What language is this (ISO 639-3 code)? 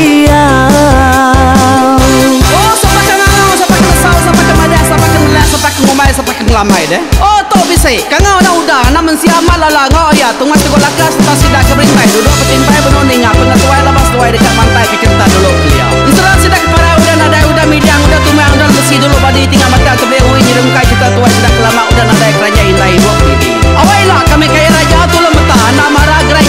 iba